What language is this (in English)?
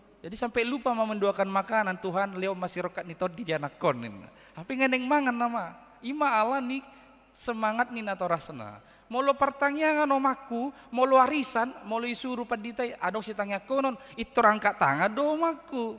Batak Toba